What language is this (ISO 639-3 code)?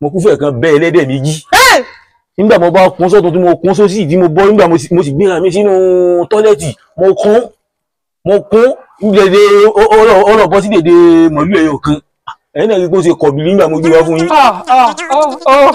yor